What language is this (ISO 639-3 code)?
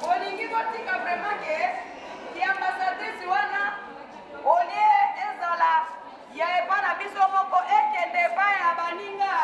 lin